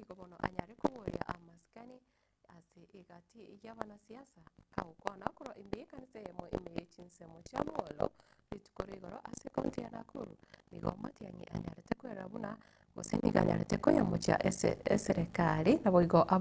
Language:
Gusii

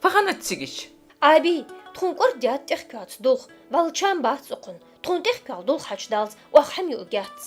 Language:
Ingush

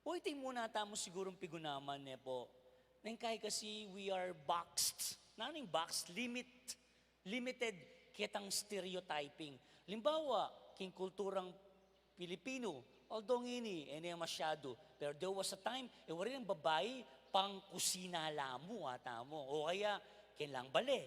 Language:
Pampanga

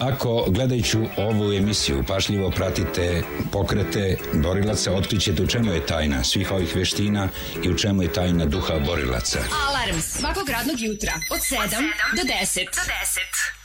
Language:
Serbian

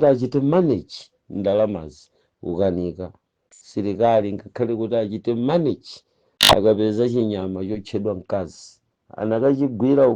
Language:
Nyanja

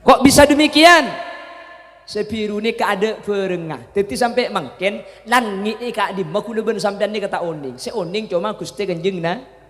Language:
Madurese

